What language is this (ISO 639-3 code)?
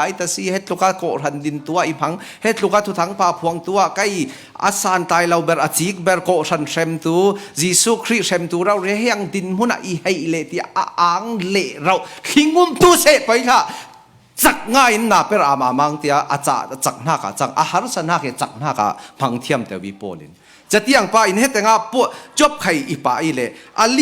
cfm